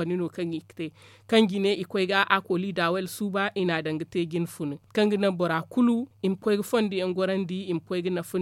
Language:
Zarma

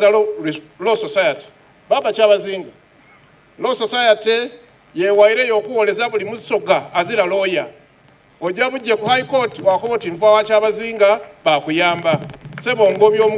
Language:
Soga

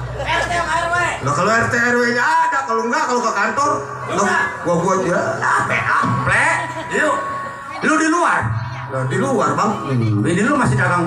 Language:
Betawi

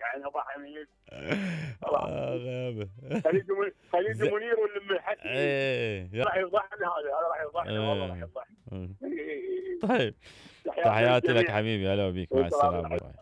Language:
Mesopotamian Arabic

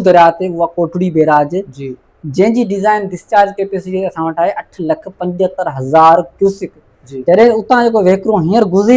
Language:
Sindhi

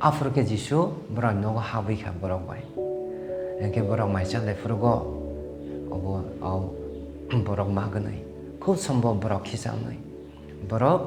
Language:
Kok Borok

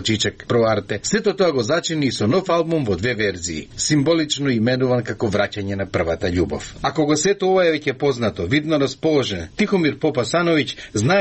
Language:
Macedonian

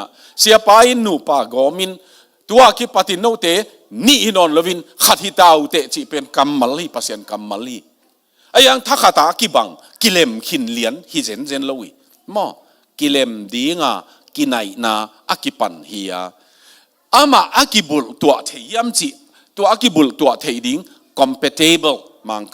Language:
Tedim Chin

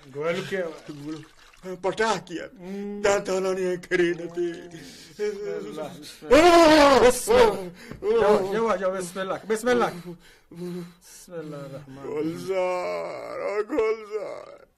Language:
Baluchi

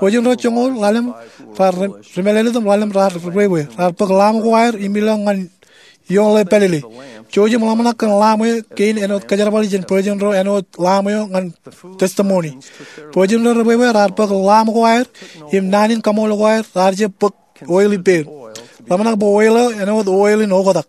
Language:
Marshallese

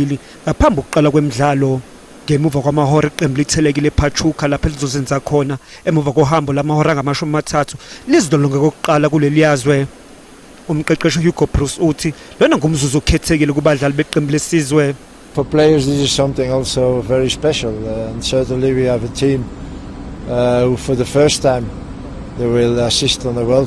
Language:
Zulu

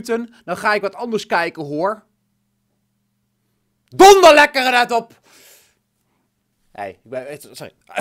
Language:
Dutch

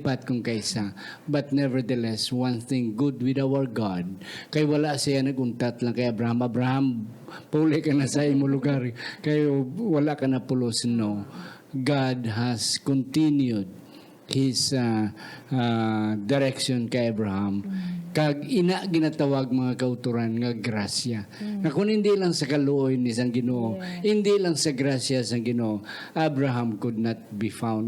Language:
Hiligaynon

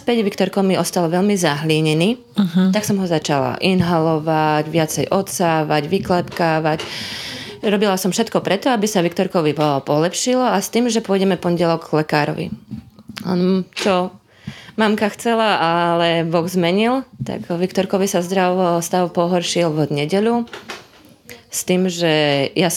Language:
Slovak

